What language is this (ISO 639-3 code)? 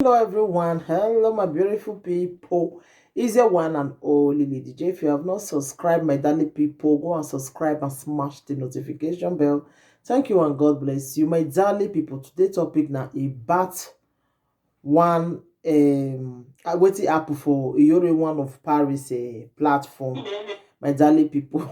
pcm